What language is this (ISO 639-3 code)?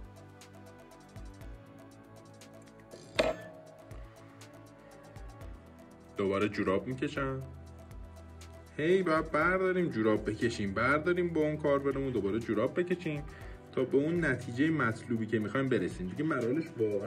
fas